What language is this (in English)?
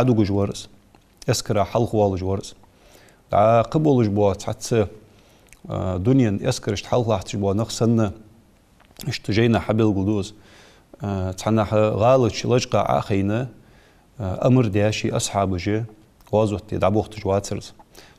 Ingush